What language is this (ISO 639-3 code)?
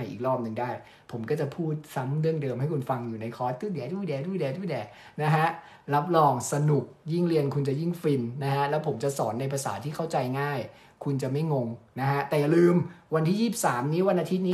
tha